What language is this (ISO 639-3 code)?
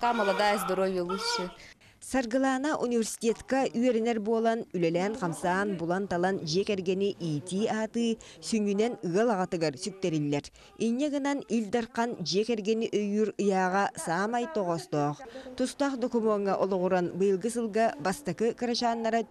sah